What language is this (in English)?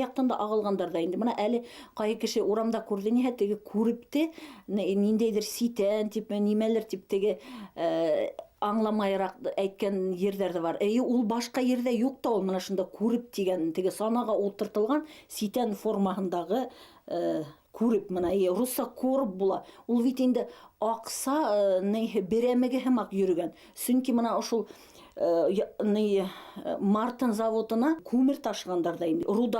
Bashkir